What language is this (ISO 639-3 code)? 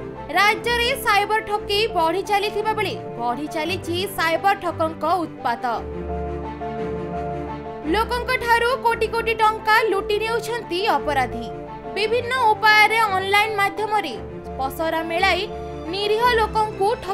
ori